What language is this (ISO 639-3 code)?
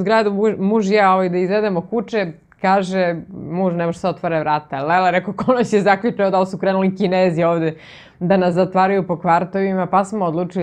srp